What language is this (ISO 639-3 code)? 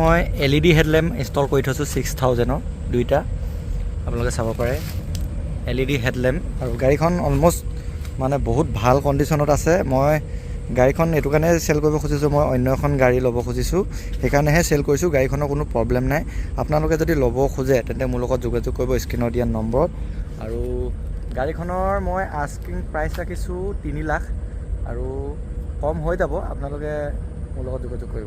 asm